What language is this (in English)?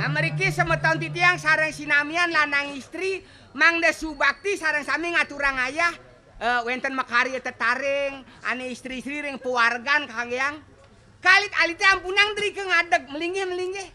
Balinese